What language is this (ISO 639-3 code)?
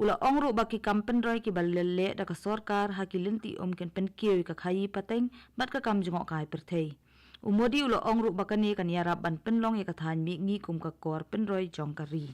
kha